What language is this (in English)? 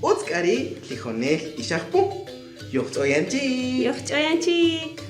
Kaqchikel